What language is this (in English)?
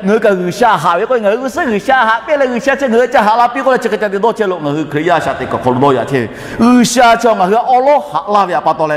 Lahu